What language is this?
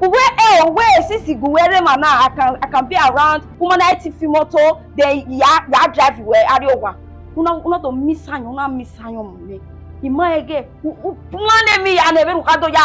Bini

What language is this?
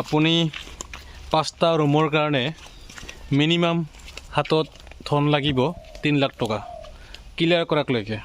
Assamese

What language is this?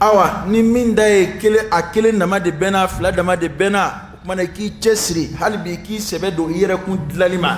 Dyula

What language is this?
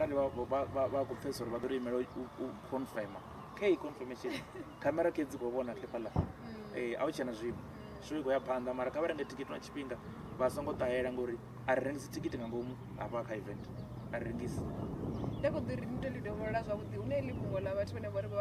Venda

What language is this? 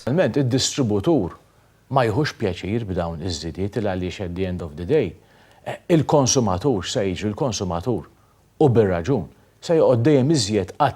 Maltese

